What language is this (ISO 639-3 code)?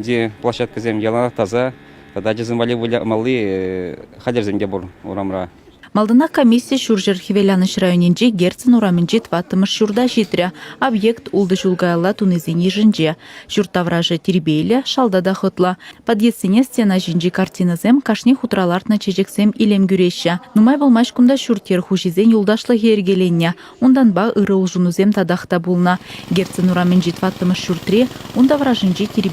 chv